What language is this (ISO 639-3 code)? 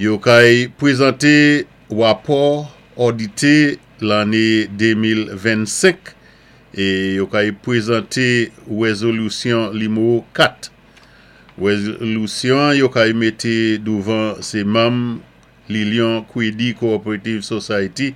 acf